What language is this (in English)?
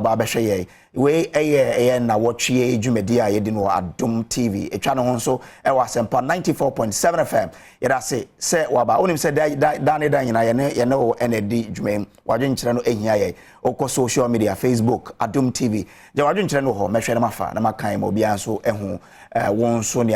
Akan